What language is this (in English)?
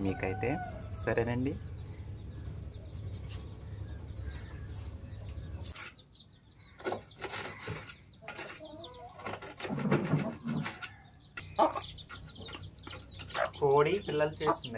Telugu